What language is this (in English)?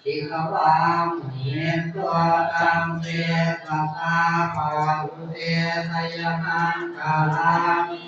Pali